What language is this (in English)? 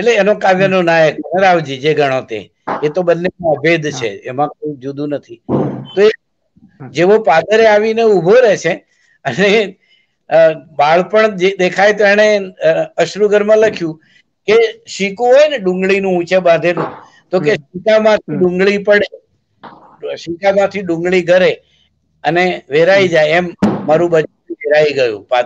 Gujarati